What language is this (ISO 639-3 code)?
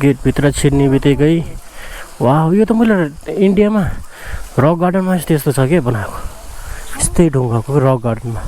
nep